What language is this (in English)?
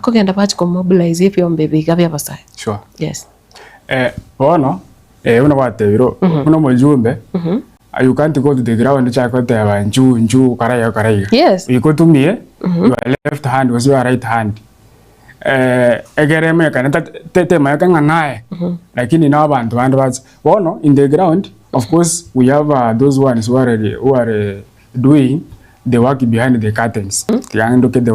Gusii